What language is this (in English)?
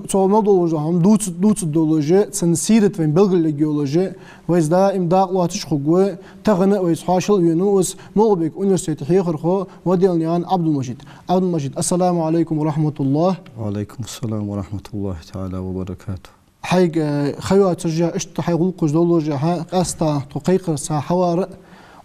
Ingush